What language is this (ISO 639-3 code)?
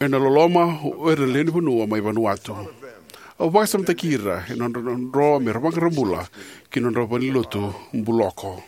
fij